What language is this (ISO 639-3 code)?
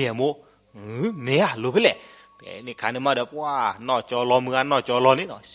ksw